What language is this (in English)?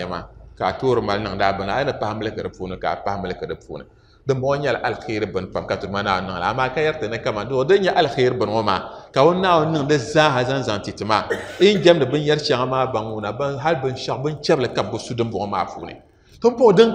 Dagbani